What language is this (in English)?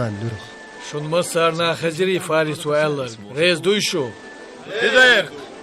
Chechen